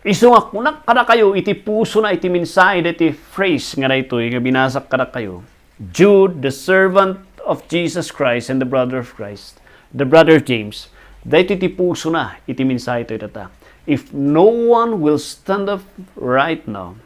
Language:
Iloko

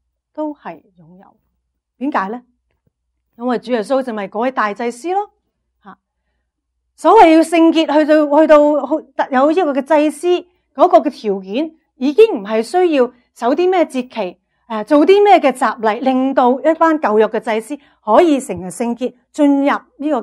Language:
Cantonese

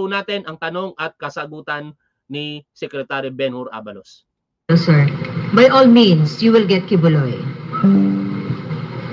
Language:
Filipino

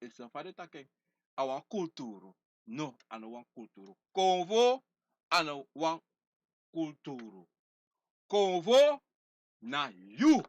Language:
Sranan Tongo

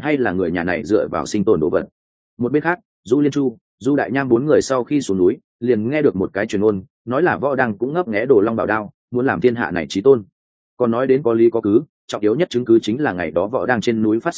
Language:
Vietnamese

